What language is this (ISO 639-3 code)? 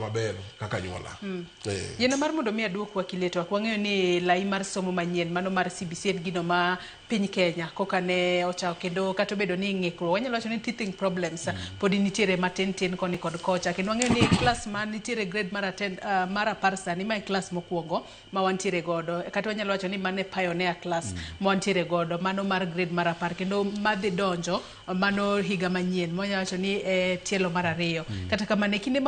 luo